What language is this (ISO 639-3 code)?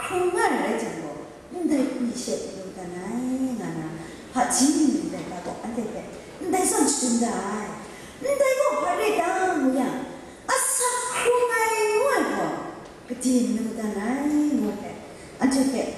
kac